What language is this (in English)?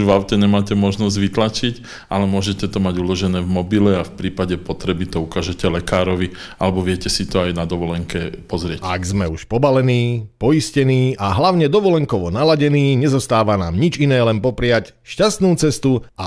Slovak